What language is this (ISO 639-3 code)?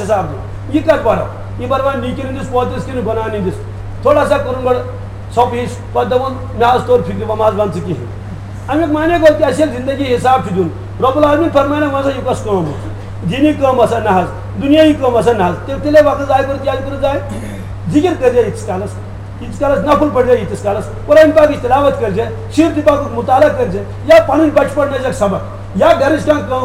kas